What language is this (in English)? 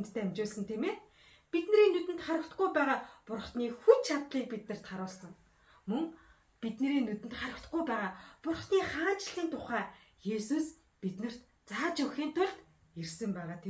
Mongolian